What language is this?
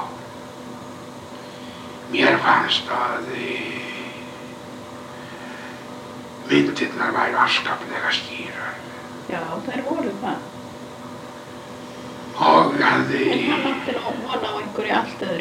Icelandic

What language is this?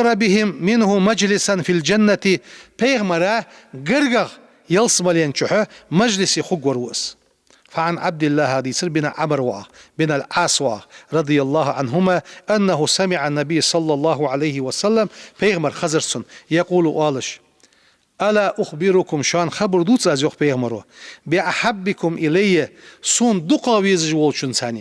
Ingush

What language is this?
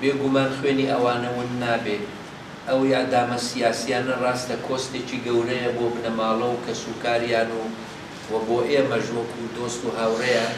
Central Kurdish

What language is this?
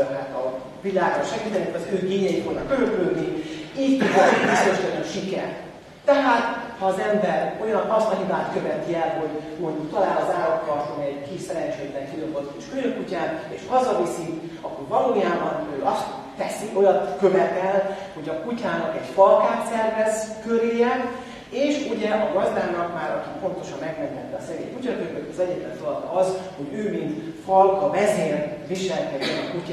Hungarian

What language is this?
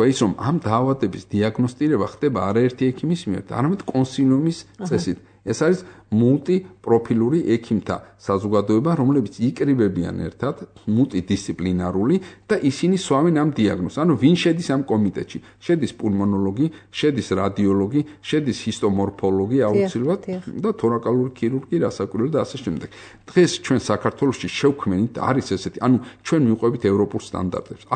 Georgian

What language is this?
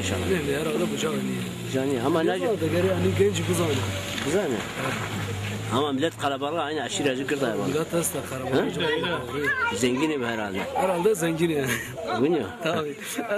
Zaza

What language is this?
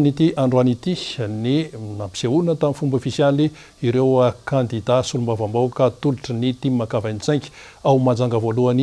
Malagasy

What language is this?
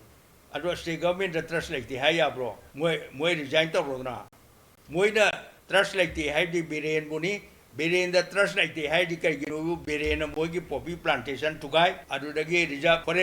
Manipuri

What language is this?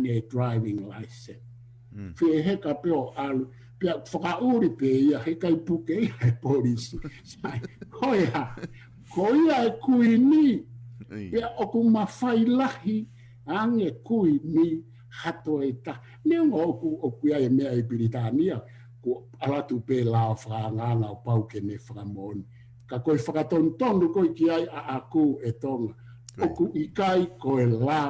Tongan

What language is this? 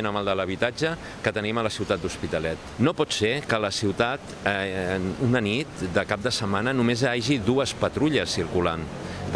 Catalan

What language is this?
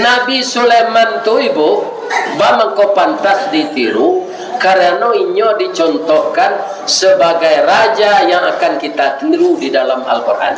Minangkabau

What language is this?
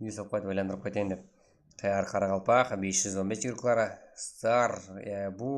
Kara-Kalpak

